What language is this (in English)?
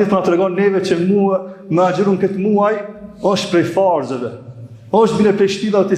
Albanian